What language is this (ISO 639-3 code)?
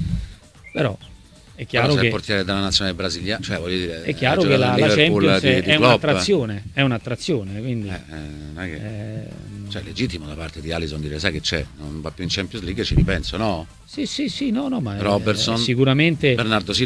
ita